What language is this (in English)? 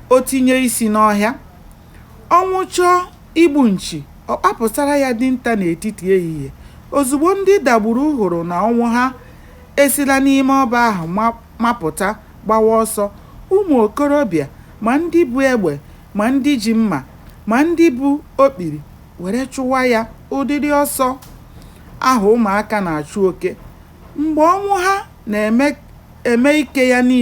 Igbo